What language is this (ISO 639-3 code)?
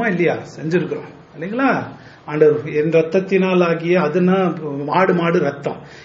tam